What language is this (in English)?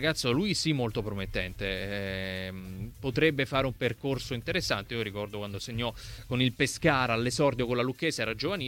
Italian